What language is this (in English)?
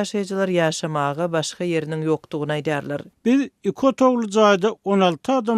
Turkmen